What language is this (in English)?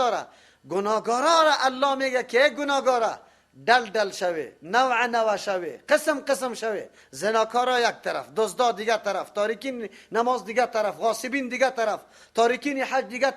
Persian